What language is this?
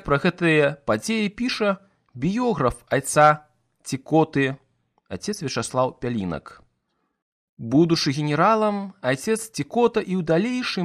Belarusian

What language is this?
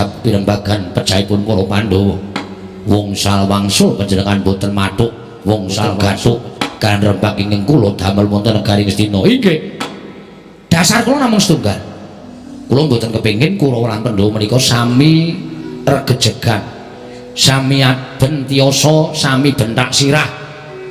Javanese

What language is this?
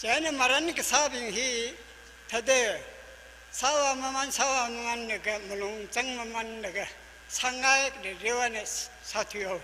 Tangkhul Naga (India)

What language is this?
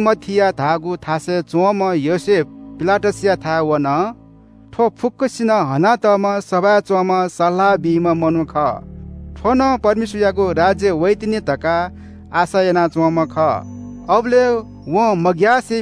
Newari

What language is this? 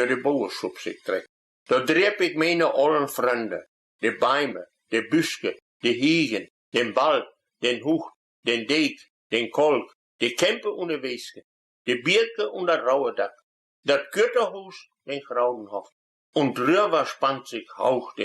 Westphalien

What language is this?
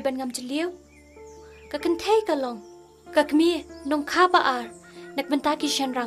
Khasi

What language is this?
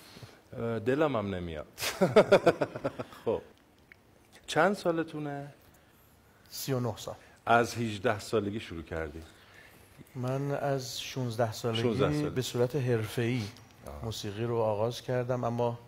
Persian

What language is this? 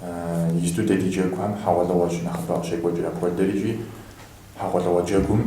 Kabardian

